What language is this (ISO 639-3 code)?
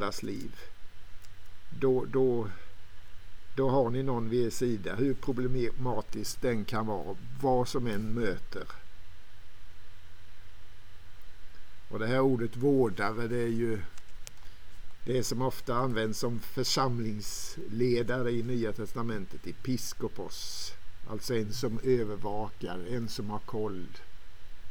swe